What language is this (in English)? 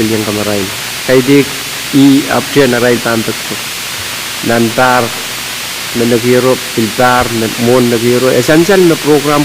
Pohnpeian